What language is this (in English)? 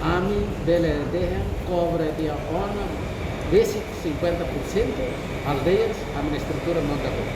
Tetum